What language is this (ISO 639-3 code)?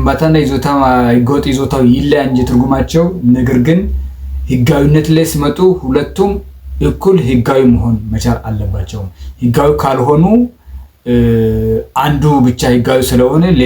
amh